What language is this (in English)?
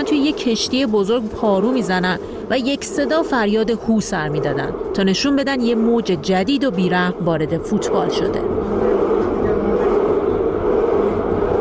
Persian